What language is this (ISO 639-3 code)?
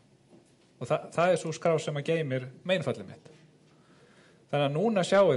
isl